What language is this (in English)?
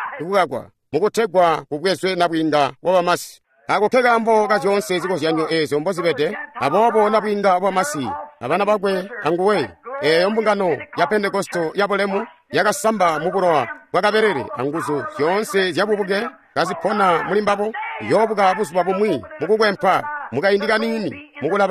Tonga (Zambia)